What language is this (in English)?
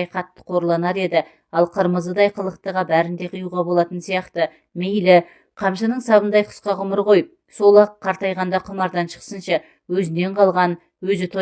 Kazakh